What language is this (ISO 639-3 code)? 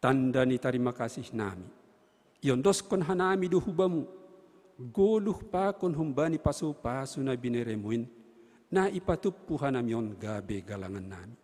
bts